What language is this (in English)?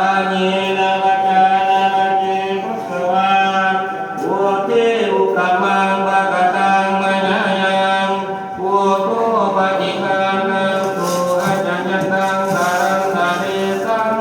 Pali